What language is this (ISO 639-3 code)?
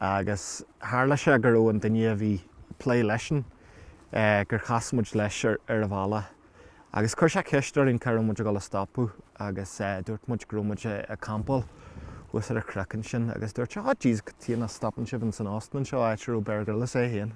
gle